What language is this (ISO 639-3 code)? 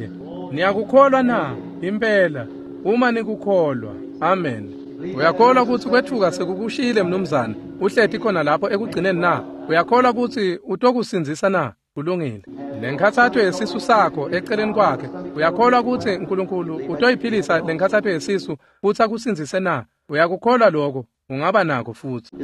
ssw